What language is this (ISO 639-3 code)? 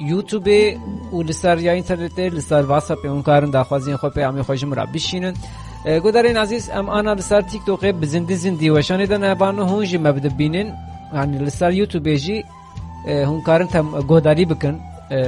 kur